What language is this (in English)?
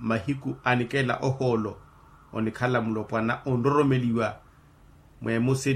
Makhuwa